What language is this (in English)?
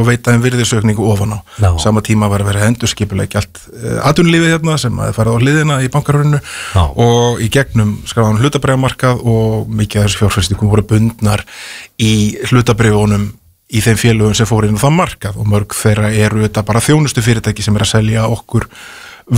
Icelandic